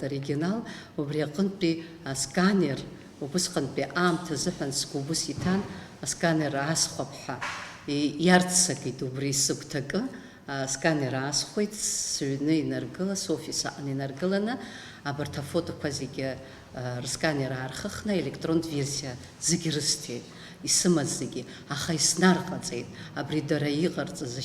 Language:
Abkhazian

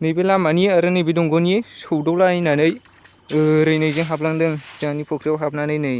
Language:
Bodo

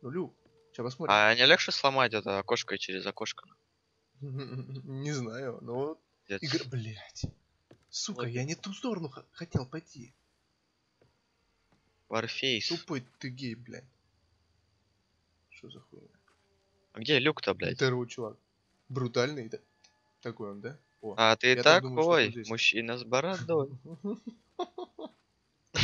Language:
Russian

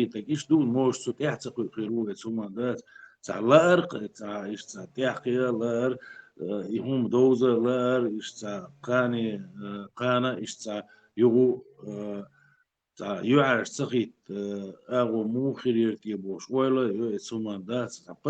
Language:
Chechen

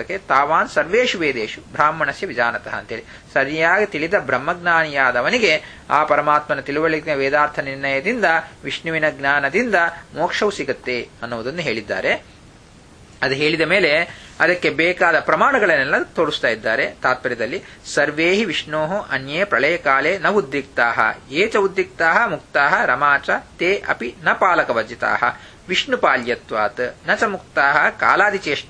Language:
Kannada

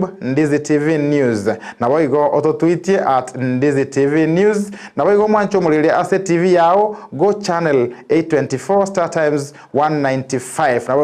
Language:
Gusii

